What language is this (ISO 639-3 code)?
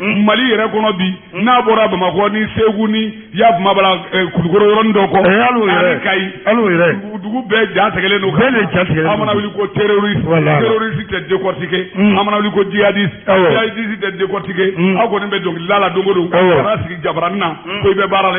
bam